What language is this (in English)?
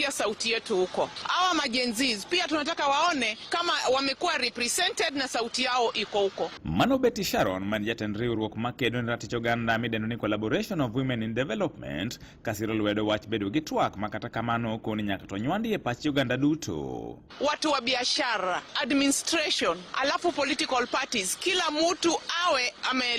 Luo (Kenya and Tanzania)